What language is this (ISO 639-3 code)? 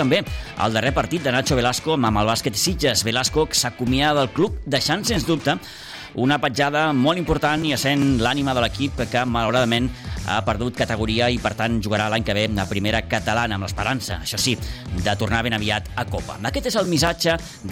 cat